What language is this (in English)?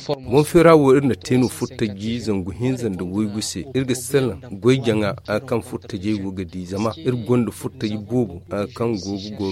Zarma